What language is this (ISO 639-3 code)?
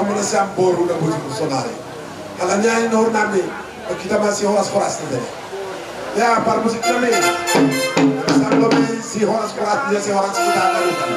bts